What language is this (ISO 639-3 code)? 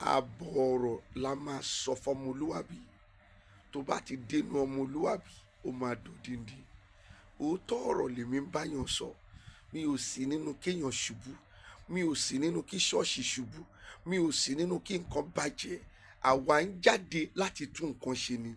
yor